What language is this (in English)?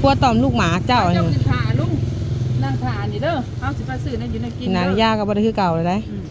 Northeastern Thai